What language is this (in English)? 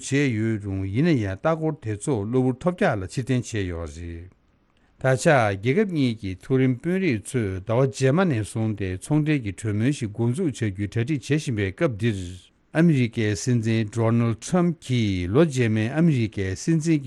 Tibetan